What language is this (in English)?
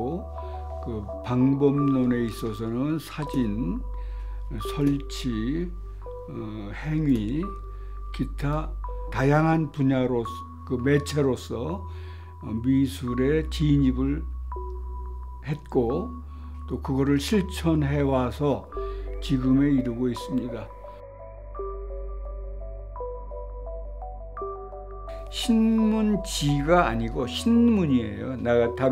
Korean